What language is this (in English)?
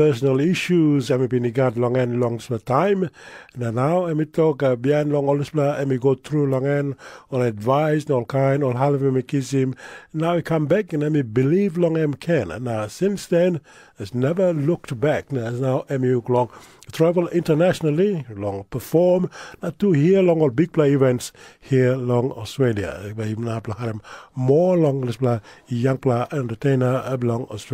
Tok Pisin